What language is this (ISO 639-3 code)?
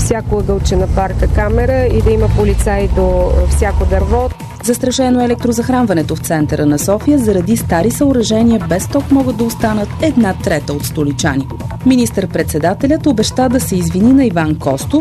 bul